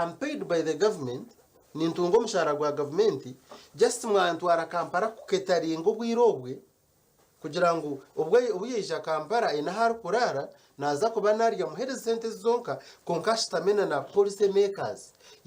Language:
Nyankole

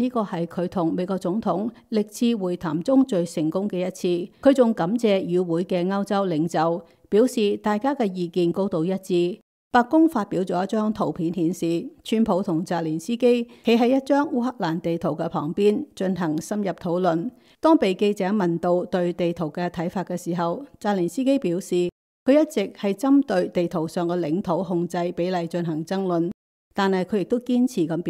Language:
Cantonese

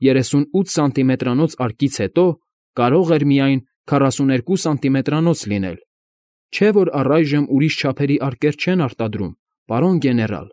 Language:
Armenian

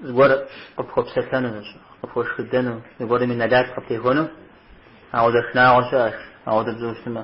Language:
Kabardian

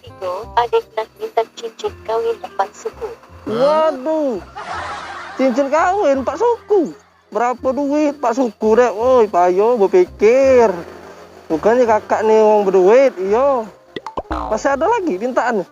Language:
Musi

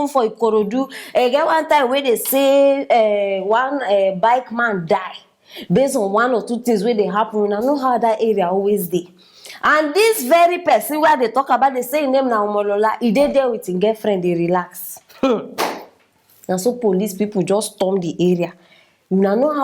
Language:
Nigerian Pidgin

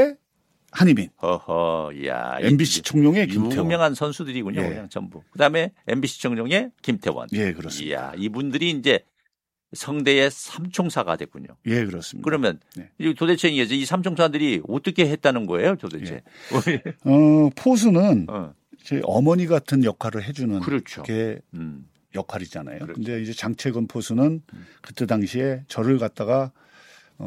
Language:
Korean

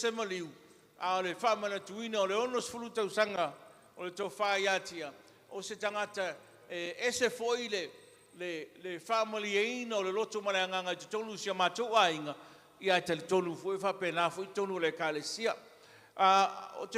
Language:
Samoan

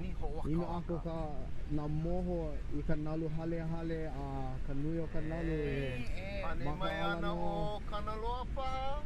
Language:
Hawaiian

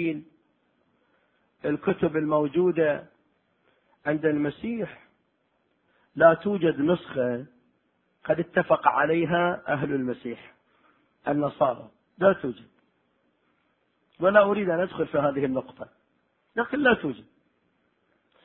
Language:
Arabic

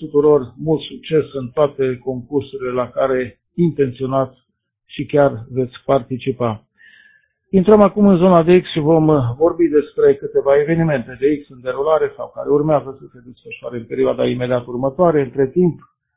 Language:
Romanian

